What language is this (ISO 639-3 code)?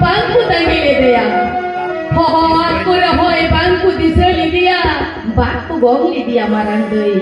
sat